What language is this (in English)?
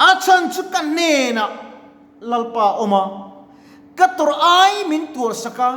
Mizo